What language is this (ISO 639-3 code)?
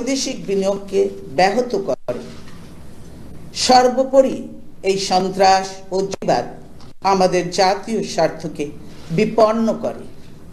ben